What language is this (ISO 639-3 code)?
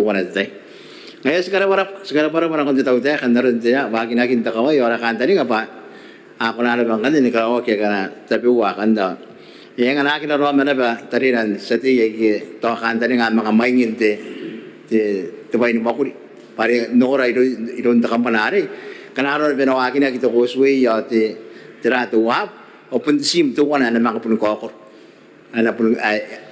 gil